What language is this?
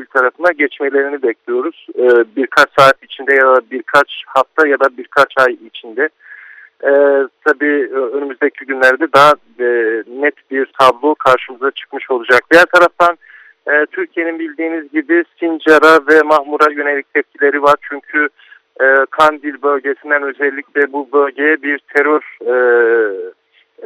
Turkish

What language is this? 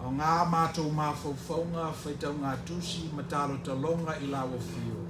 Samoan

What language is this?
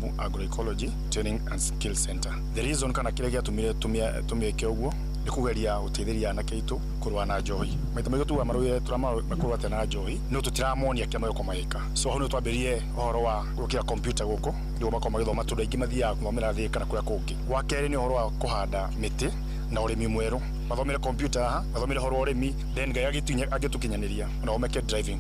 Kikuyu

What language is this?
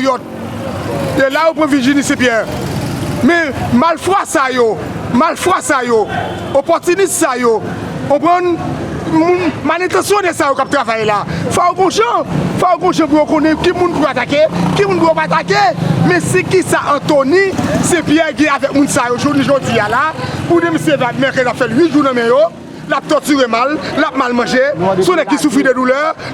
Haitian Creole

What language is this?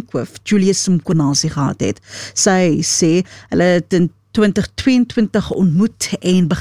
Afrikaans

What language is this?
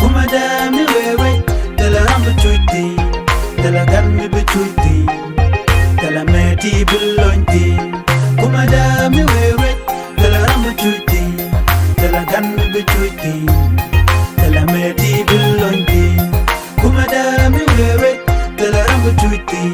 Nuer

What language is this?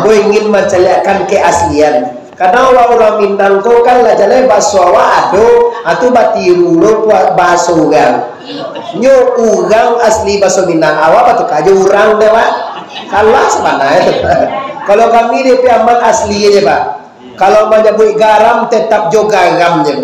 Minangkabau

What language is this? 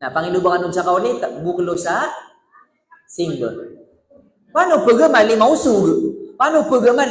Maranao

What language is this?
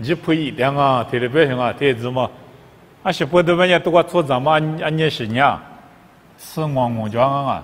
Lisu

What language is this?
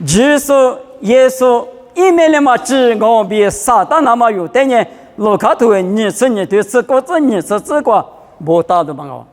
Lisu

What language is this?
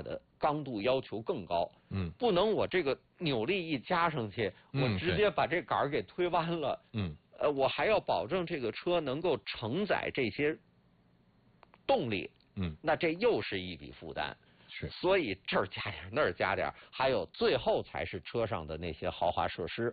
Chinese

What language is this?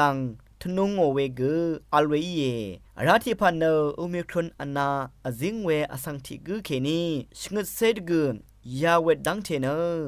Rawang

